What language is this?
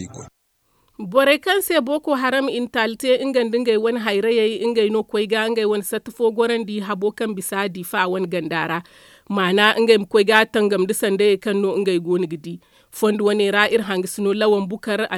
Zarma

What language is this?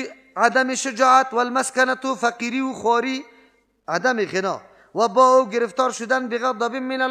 Persian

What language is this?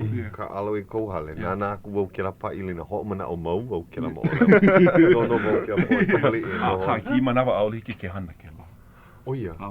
Hawaiian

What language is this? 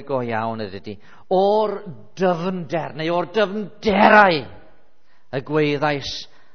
Welsh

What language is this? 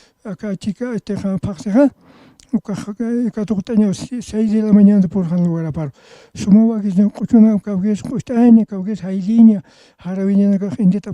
Aymara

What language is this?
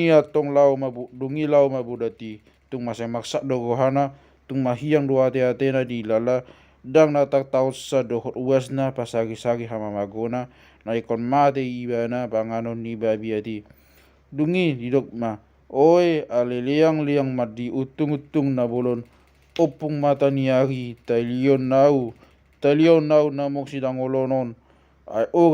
Batak Toba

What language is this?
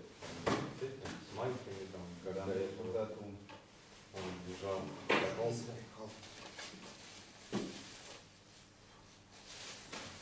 Russian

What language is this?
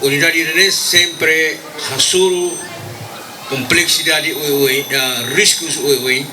Tetum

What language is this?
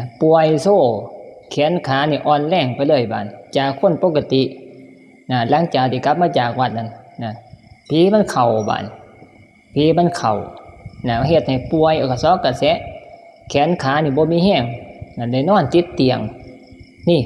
Northeastern Thai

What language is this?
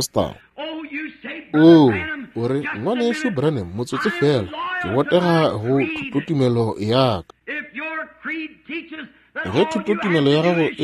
Northern Sotho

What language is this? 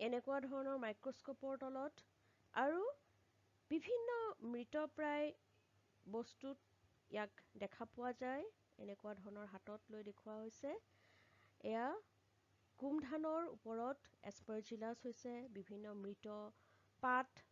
Assamese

